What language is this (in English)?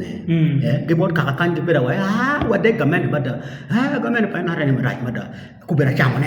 Acoli